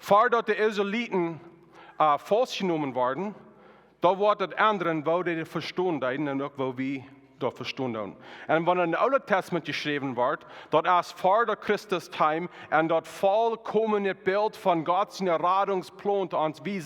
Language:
Plautdietsch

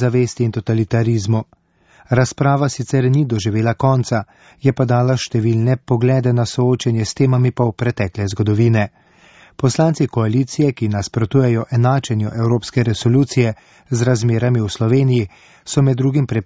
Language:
Slovenian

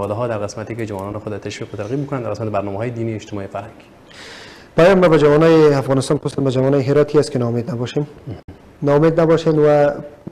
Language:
Persian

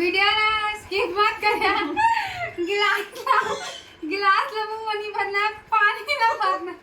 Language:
Chhattisgarhi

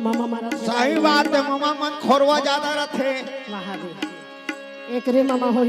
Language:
Chhattisgarhi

